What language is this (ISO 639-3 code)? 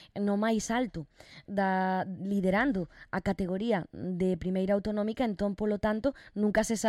glg